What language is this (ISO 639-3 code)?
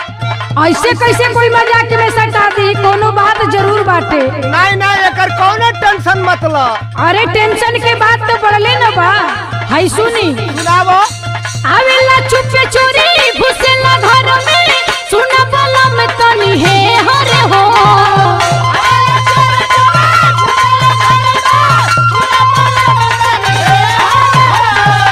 bho